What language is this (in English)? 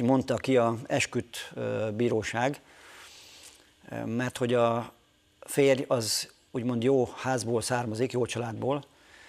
Hungarian